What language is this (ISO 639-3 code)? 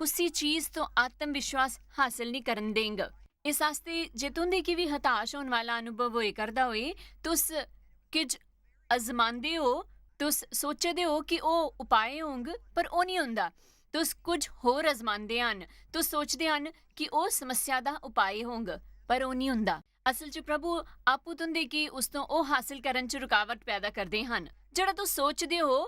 doi